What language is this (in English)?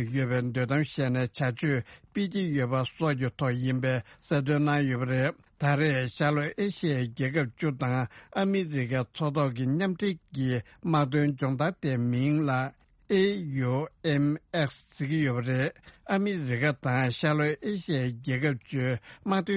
Tibetan